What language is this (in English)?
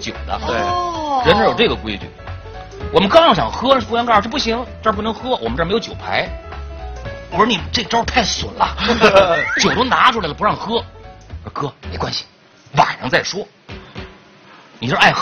Chinese